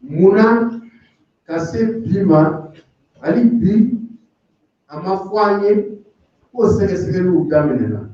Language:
Bambara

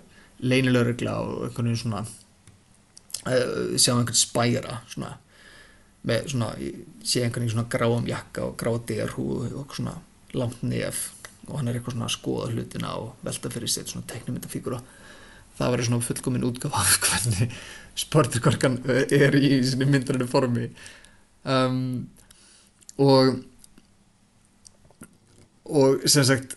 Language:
Icelandic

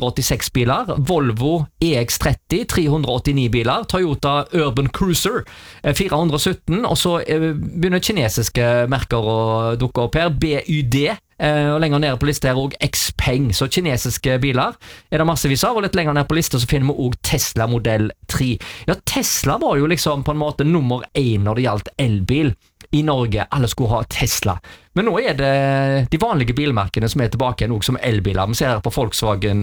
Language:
Norwegian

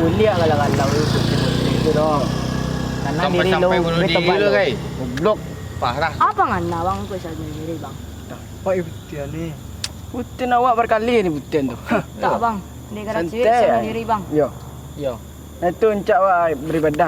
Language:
Minangkabau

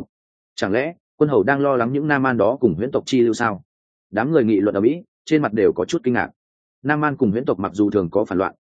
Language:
Vietnamese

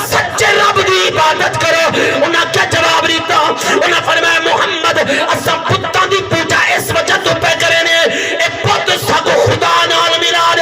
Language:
Saraiki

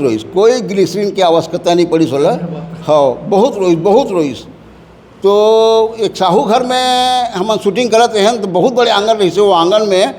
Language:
Chhattisgarhi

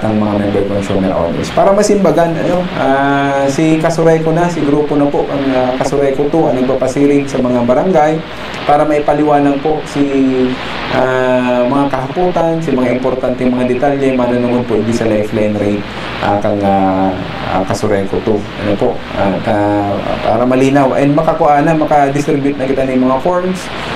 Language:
Bikol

